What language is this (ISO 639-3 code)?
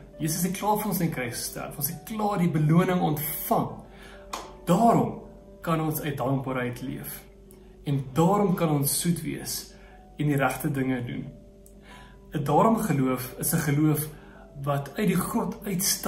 afr